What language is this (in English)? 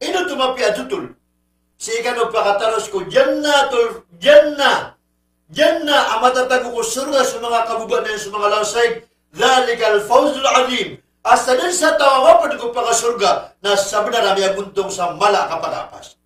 Maranao